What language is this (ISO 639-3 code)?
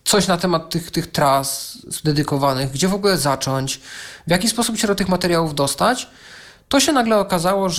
pol